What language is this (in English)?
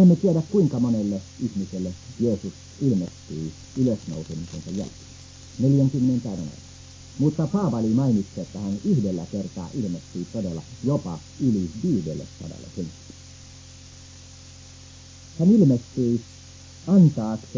Finnish